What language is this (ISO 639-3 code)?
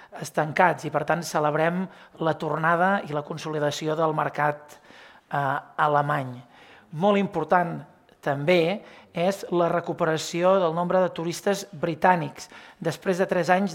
cat